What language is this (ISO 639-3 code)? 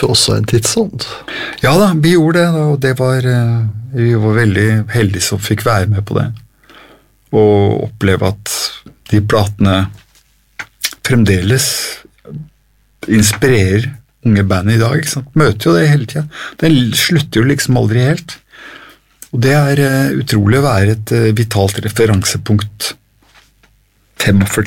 nor